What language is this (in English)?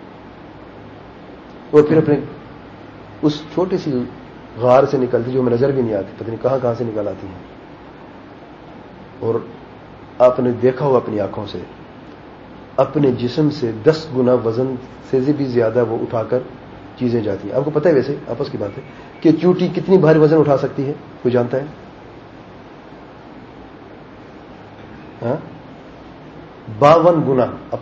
Urdu